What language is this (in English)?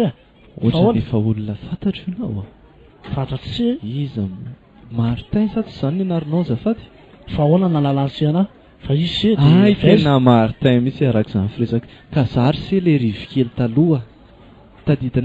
Malagasy